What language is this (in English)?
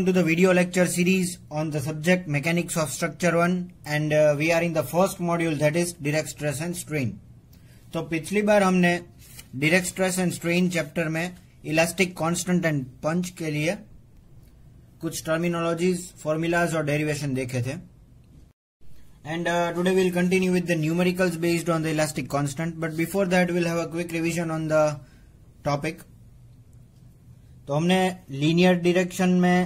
Hindi